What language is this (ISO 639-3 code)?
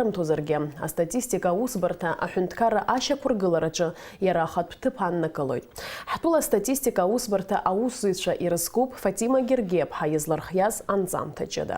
abk